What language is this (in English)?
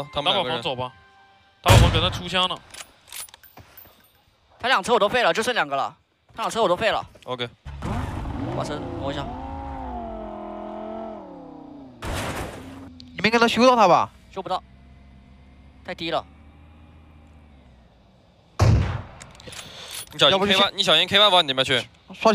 Chinese